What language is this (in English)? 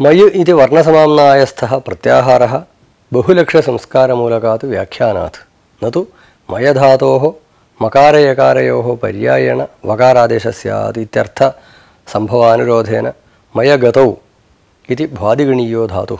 Sanskrit